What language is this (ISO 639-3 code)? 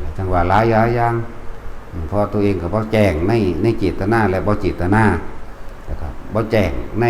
lao